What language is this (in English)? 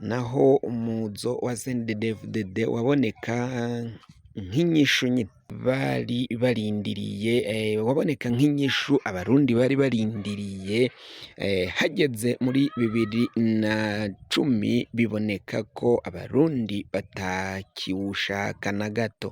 Rundi